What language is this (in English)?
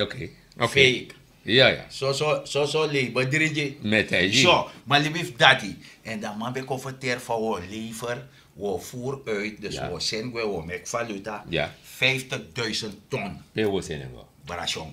Sranan Tongo